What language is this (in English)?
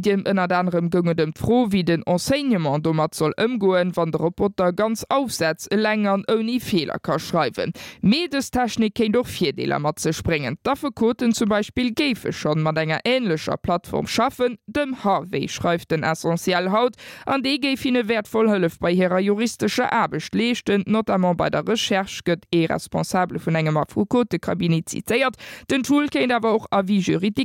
Luxembourgish